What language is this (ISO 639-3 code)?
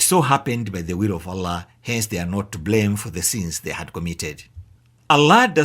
eng